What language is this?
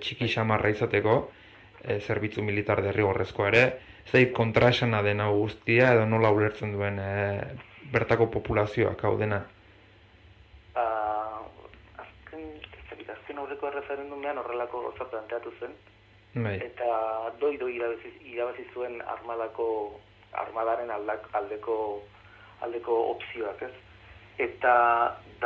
Basque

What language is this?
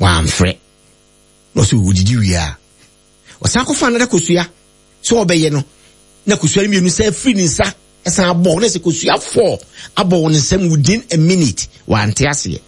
Akan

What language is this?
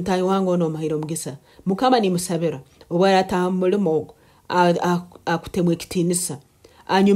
Nyoro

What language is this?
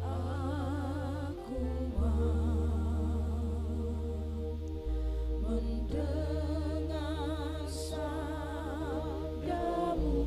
Ambonese Malay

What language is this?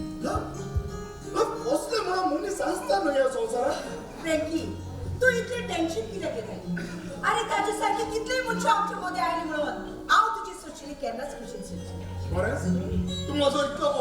Konkani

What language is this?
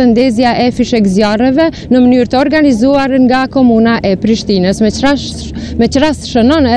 Albanian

